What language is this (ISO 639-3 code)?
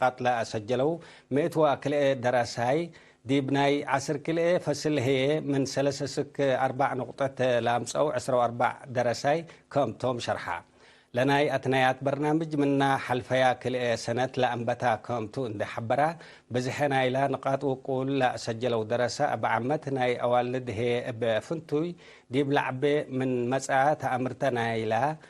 tig